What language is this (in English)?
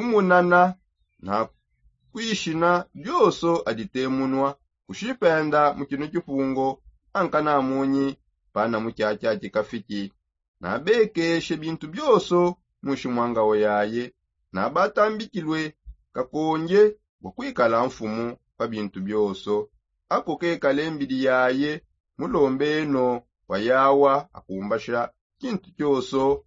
Songe